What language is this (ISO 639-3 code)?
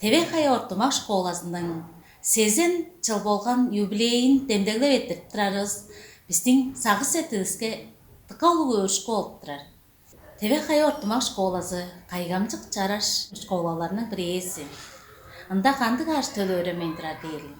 tyv